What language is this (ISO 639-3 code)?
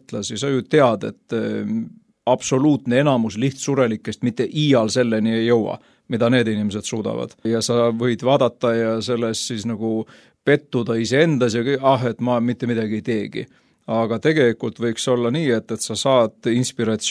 est